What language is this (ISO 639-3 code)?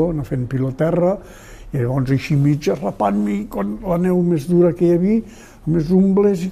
cat